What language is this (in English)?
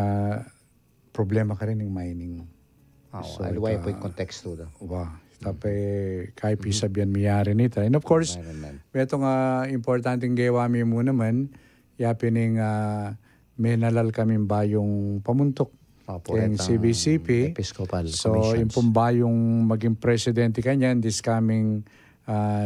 Pampanga